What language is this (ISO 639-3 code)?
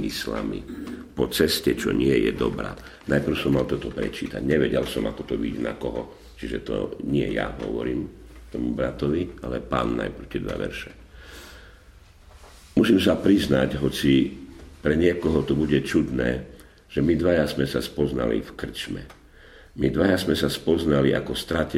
slk